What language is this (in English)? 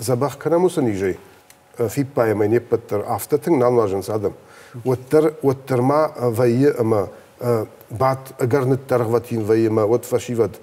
Ossetic